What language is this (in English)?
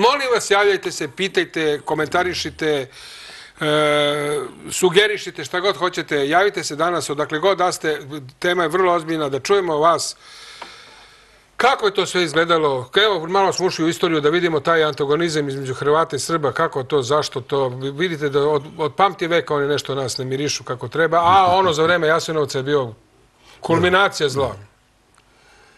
Serbian